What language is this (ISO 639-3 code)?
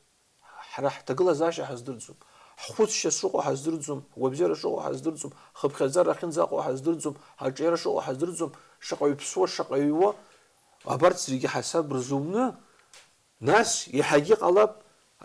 abk